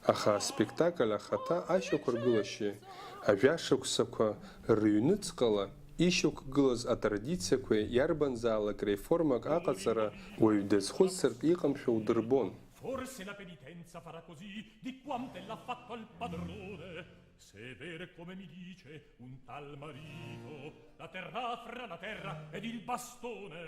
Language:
Abkhazian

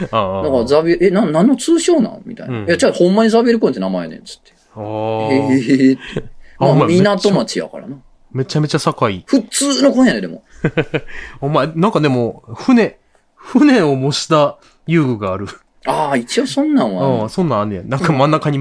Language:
Japanese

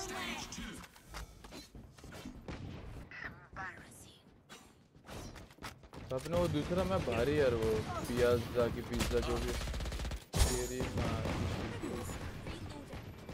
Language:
Hindi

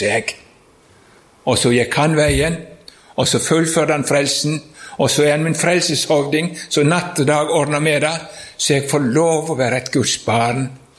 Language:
Norwegian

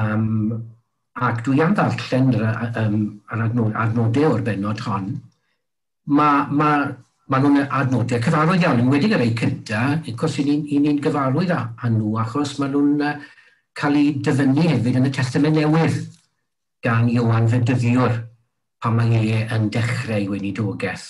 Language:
Welsh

